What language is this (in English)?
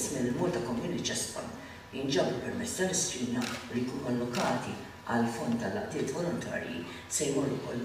Maltese